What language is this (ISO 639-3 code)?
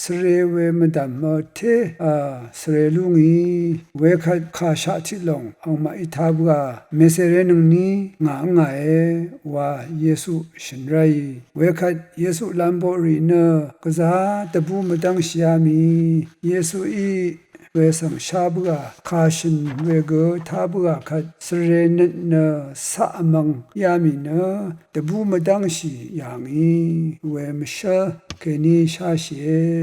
raw